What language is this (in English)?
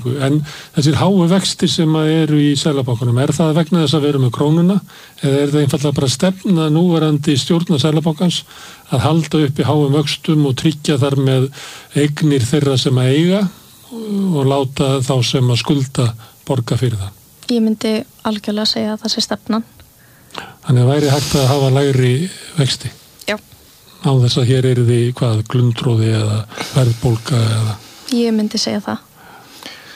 Icelandic